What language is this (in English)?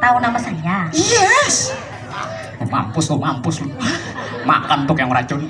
Banjar